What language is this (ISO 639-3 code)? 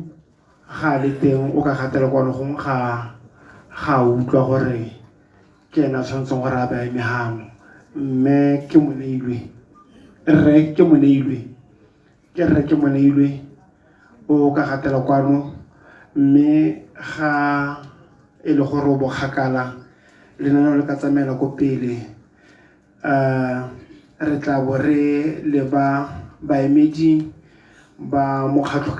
tsn